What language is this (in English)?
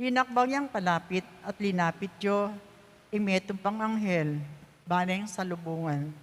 Pampanga